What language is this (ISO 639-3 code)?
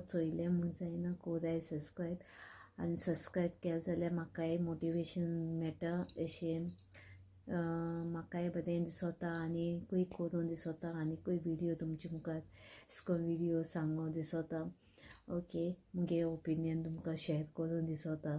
kok